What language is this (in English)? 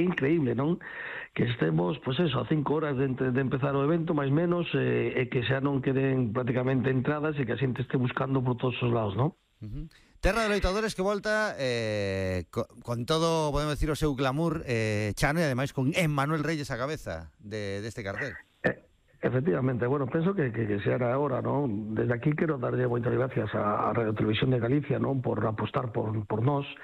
Galician